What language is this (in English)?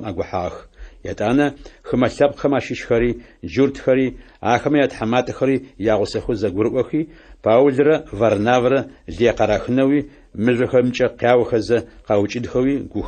Adyghe